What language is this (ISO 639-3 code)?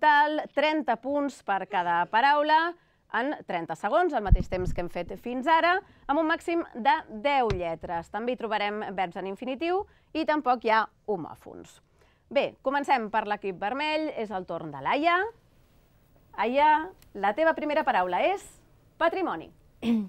cat